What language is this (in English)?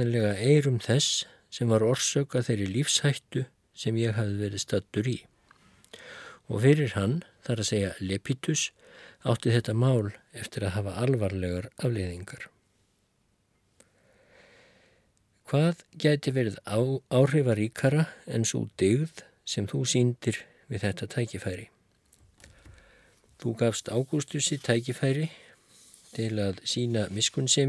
Icelandic